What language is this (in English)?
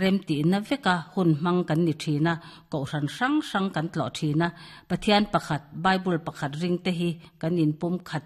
Mizo